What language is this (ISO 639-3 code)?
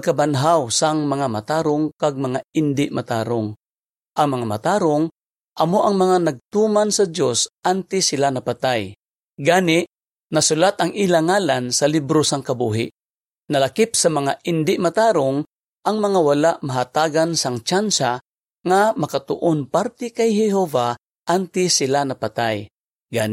hil